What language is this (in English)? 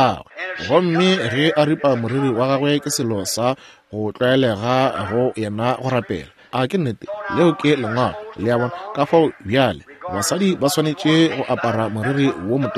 Northern Sotho